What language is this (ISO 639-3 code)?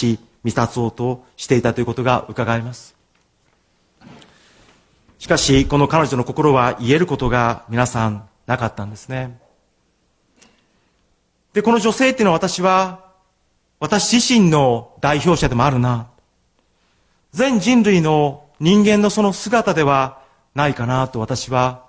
jpn